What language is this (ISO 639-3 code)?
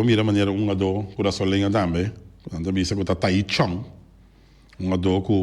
pap